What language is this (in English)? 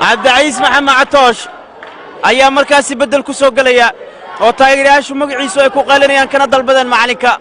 Somali